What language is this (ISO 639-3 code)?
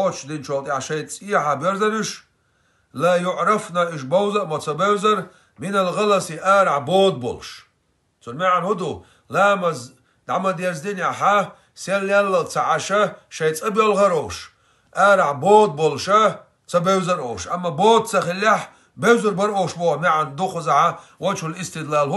che